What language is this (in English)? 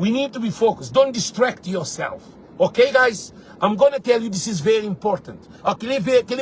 Kabuverdianu